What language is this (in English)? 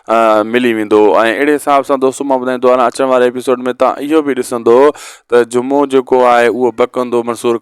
Sindhi